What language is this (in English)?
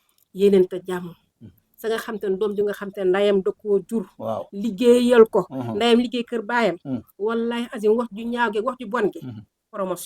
Wolof